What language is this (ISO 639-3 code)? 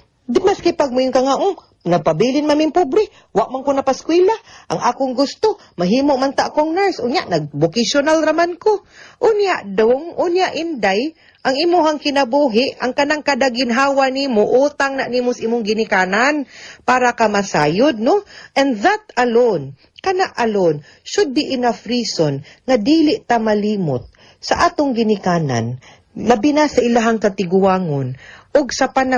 ceb